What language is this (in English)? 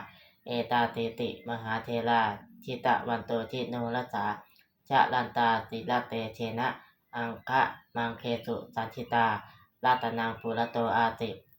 Pali